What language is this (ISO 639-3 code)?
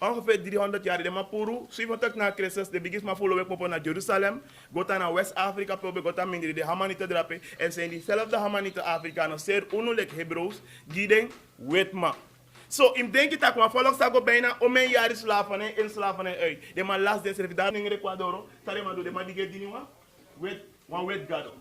srn